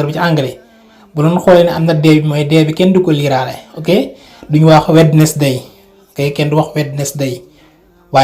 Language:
Wolof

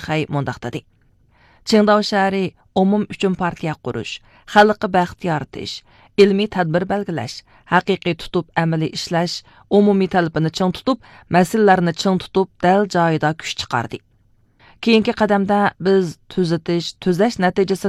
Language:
Uyghur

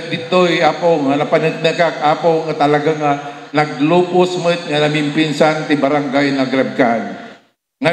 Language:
Iloko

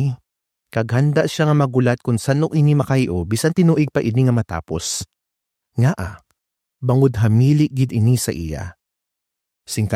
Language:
Hiligaynon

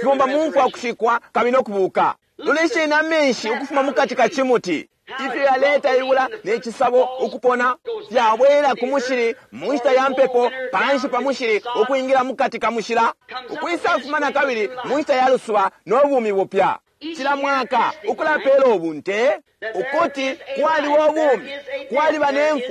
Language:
Bemba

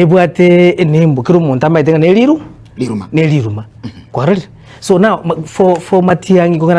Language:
Gusii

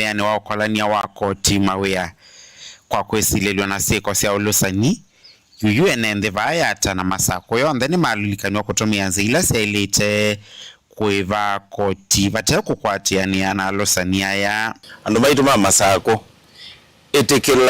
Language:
Kamba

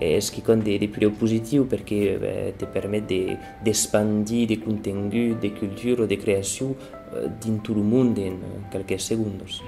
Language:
Occitan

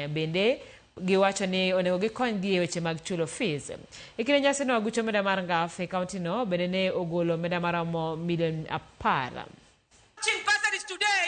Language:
Luo (Kenya and Tanzania)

